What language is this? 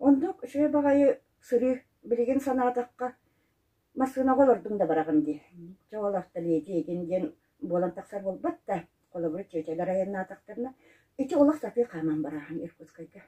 Yakut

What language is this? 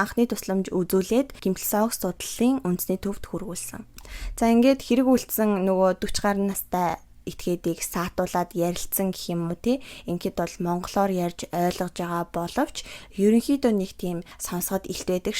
Mongolian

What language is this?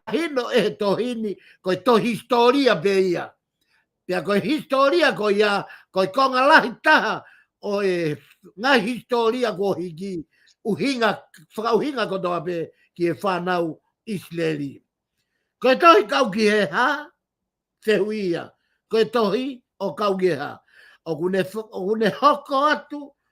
Tongan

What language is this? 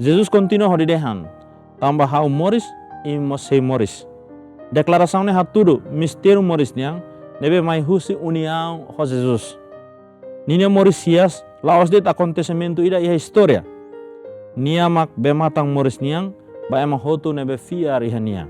Tetum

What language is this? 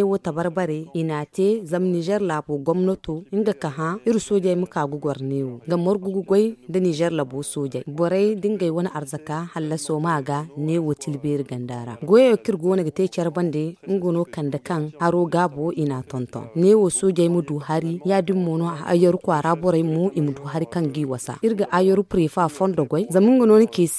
Zarma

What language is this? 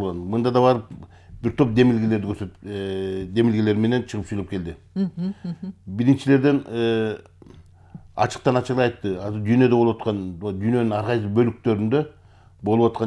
Kyrgyz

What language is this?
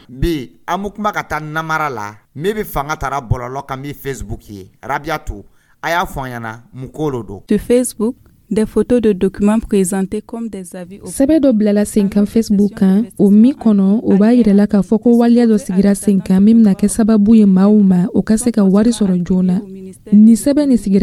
Dyula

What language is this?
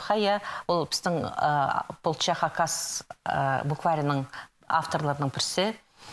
Khakas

